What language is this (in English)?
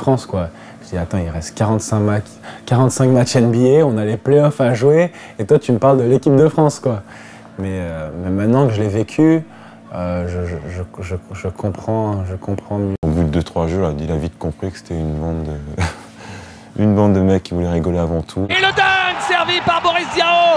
French